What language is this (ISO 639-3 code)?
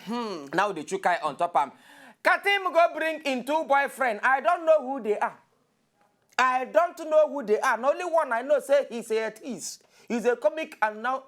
pcm